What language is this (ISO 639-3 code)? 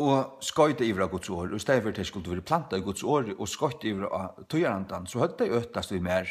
fao